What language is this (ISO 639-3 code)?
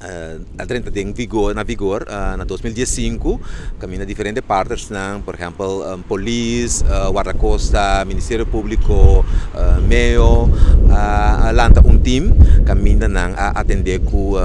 pap